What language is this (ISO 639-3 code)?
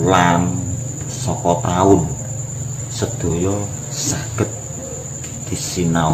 jav